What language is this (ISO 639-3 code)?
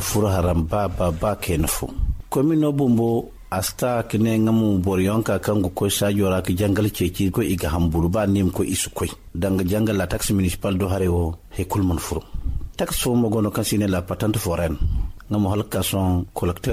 dje